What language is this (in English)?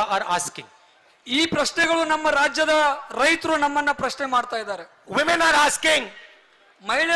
Kannada